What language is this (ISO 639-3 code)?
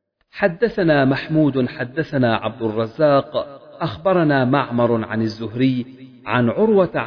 ara